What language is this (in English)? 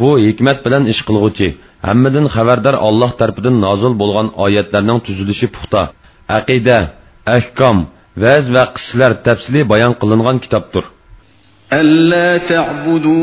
Uyghur